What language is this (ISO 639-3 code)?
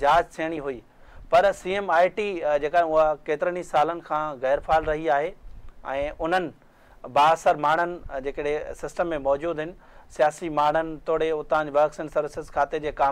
snd